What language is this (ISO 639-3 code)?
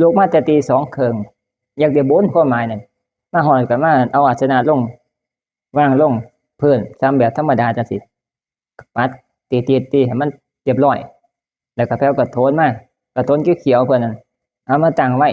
tts